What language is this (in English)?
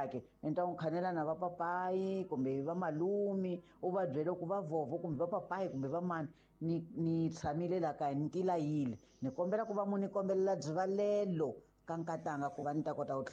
Tsonga